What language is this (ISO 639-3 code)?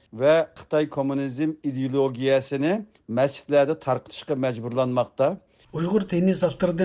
uig